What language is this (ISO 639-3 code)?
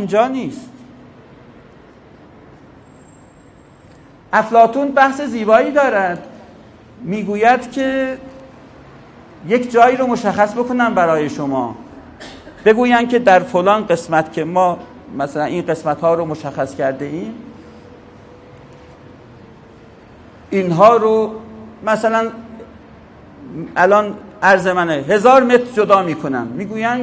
fas